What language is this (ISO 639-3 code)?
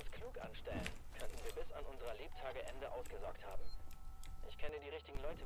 bar